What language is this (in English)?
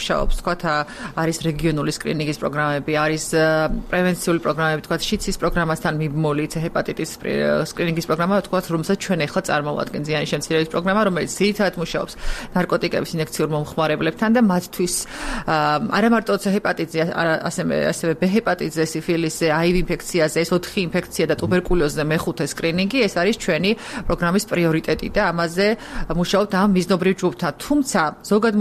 Georgian